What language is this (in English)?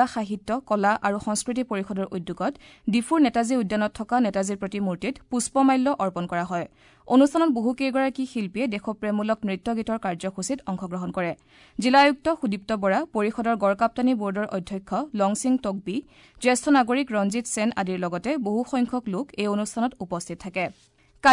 Assamese